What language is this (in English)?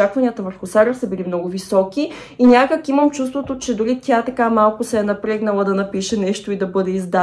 Bulgarian